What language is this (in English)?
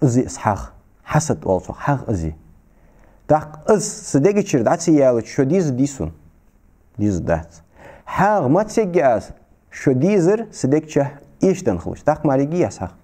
Ingush